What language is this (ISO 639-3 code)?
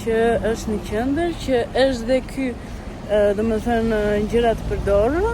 sqi